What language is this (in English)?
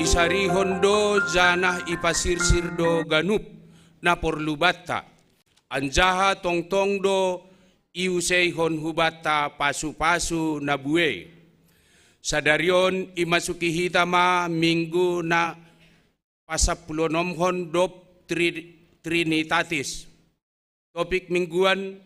Batak Simalungun